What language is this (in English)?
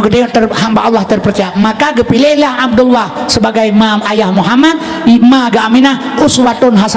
Achinese